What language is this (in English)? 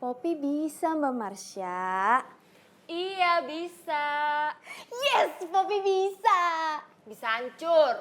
Betawi